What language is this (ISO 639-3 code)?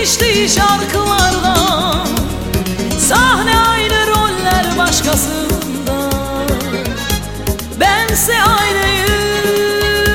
tur